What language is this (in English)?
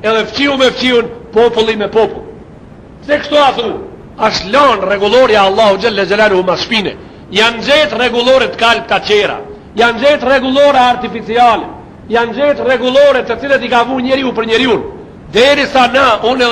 Albanian